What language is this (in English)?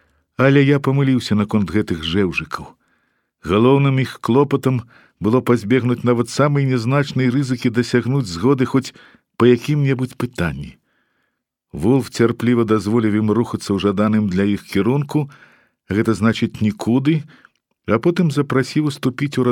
Belarusian